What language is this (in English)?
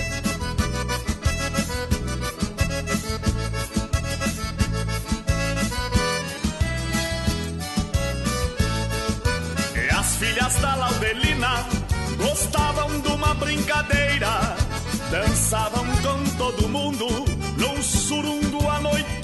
Portuguese